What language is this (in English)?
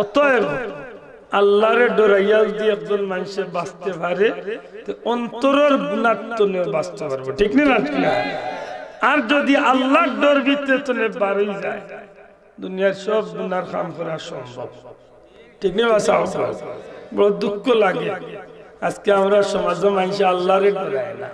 Sylheti